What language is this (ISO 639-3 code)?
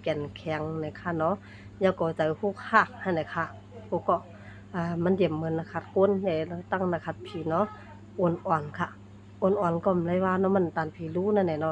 shn